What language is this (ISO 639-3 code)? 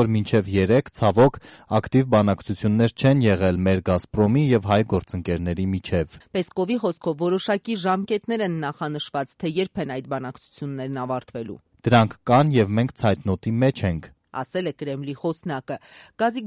hye